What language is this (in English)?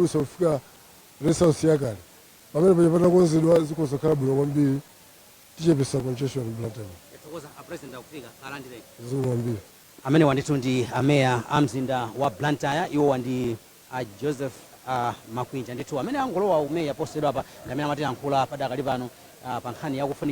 Nyanja